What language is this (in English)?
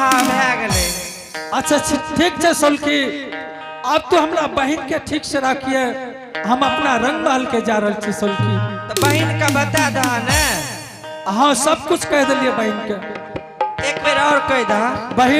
Angika